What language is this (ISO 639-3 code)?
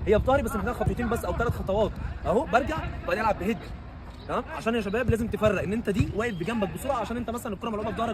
arz